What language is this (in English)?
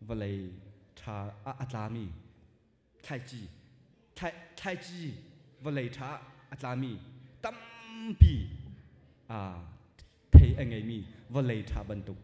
Hakha Chin